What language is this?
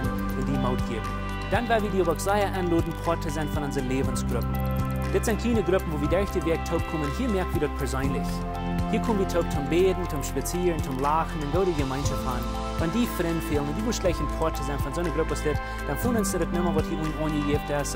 Plautdietsch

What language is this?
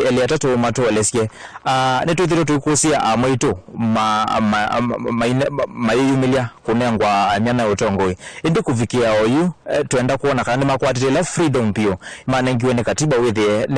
Kamba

